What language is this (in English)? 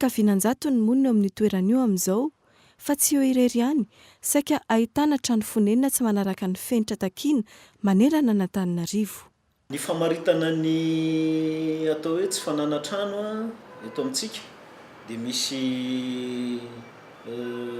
Malagasy